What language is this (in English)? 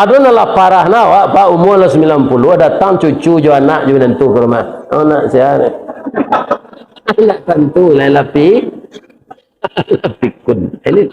Minangkabau